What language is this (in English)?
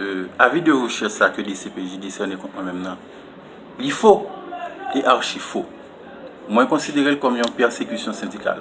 Haitian Creole